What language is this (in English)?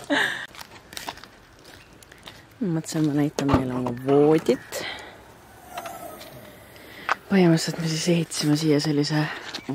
Estonian